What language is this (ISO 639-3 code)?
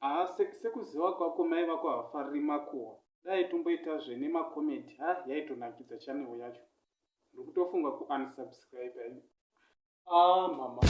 sna